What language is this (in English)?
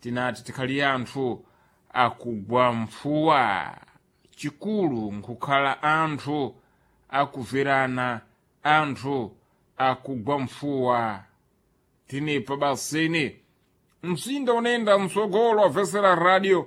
Sena